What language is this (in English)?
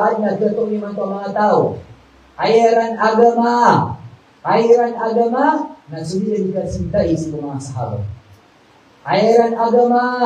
Maranao